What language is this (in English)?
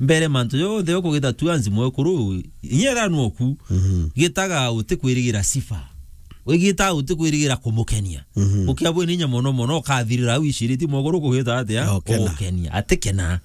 Meru